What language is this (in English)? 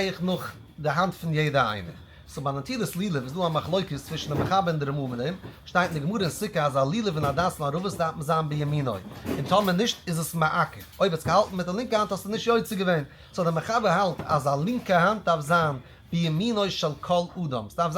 Yiddish